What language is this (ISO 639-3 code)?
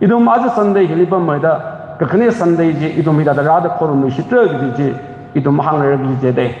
nmf